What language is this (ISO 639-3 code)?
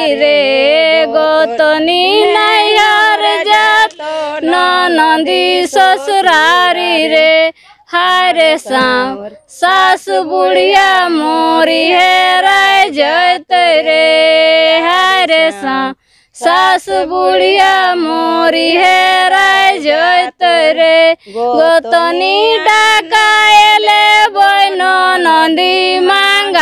bho